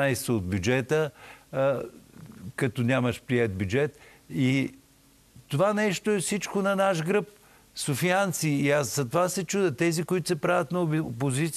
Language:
Bulgarian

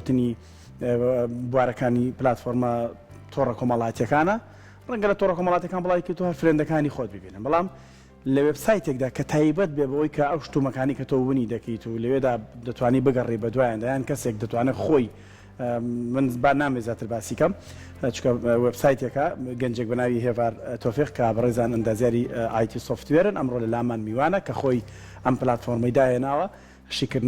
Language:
Central Kurdish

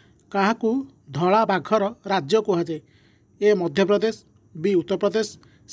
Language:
Odia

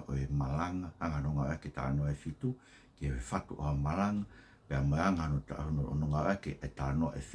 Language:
Tongan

